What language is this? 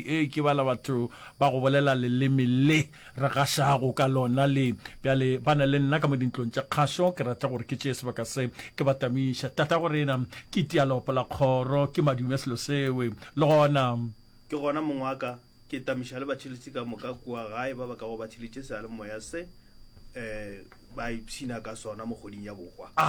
Northern Sotho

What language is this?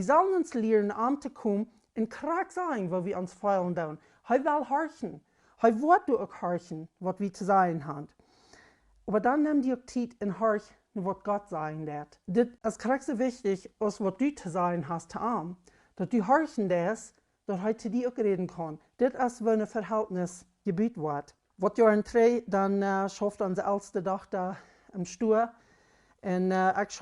Plautdietsch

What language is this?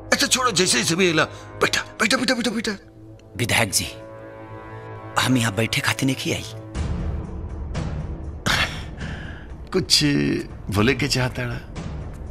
Bhojpuri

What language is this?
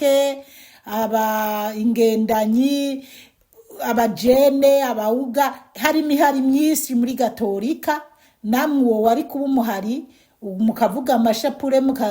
Rundi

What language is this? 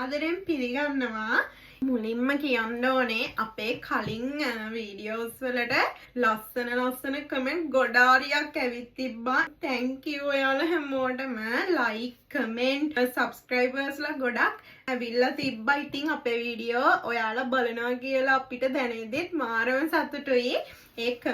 Sinhala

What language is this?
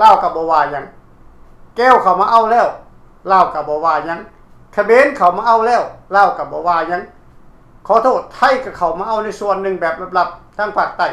Lao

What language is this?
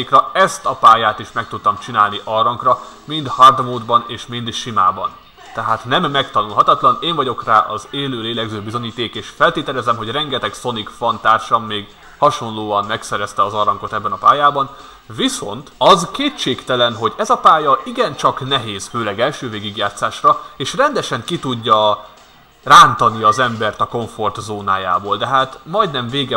Hungarian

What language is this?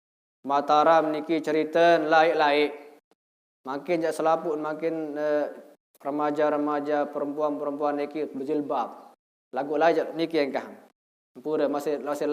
Sasak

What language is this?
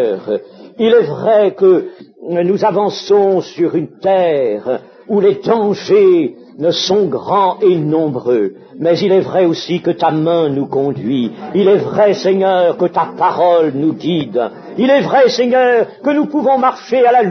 French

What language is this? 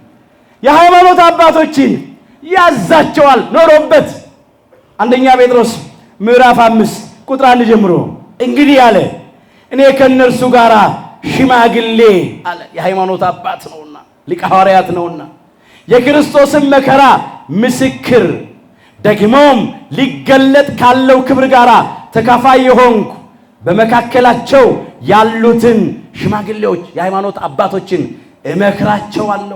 Amharic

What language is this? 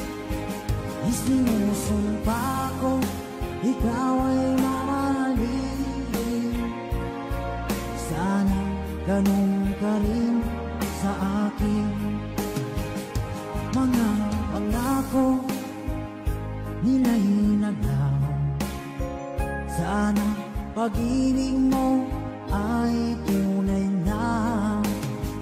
Filipino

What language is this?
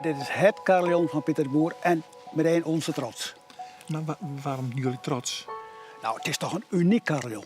Western Frisian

